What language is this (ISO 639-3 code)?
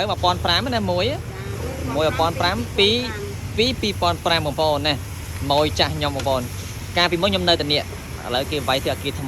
khm